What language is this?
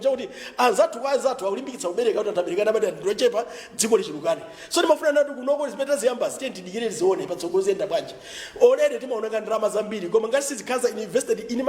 Nyanja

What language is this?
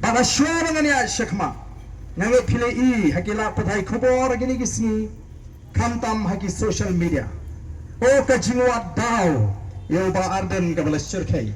Khasi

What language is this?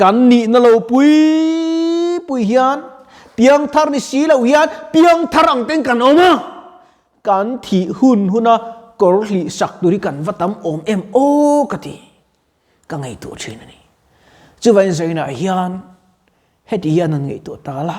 Mizo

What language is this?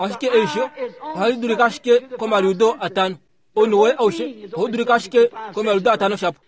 Kuanyama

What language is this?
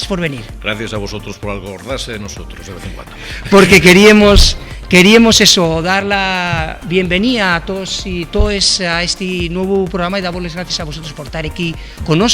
Asturian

